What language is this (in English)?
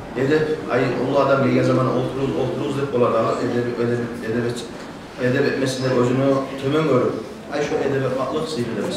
Kumyk